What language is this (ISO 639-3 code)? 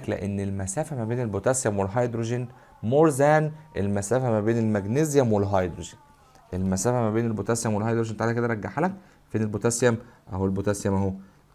arz